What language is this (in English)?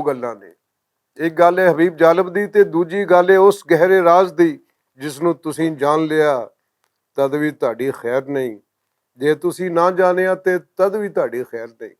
Western Panjabi